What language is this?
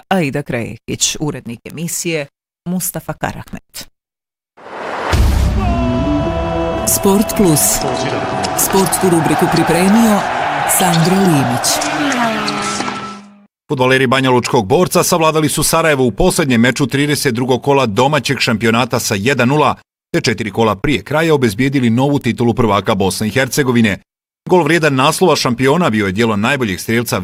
Bosnian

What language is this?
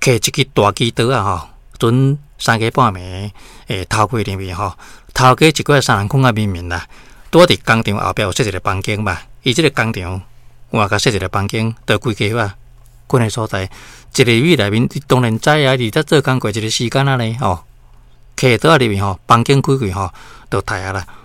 Min Nan Chinese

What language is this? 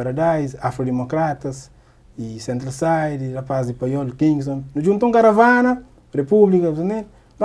Kabuverdianu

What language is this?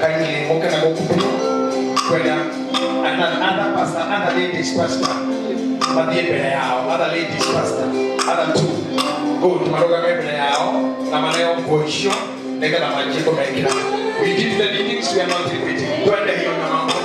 Kikuyu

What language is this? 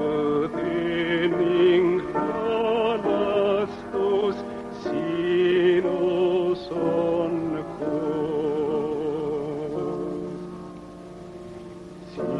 Estonian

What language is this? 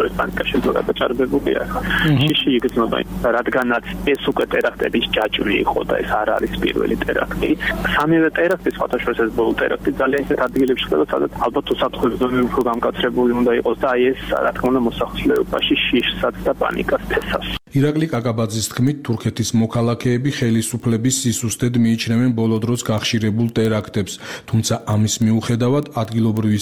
Georgian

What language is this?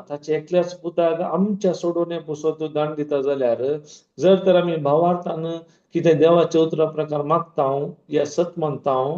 Konkani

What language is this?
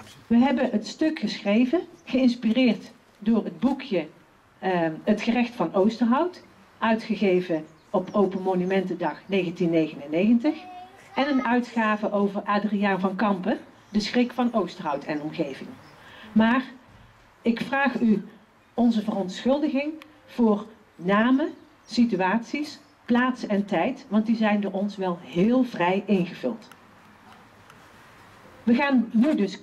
Dutch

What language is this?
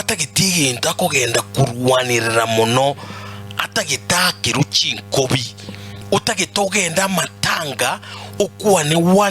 Gusii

